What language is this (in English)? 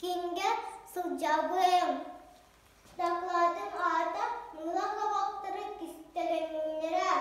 Yakut